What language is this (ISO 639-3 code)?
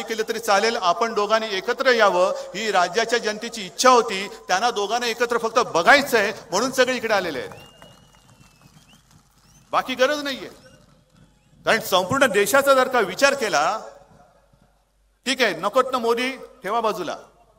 mar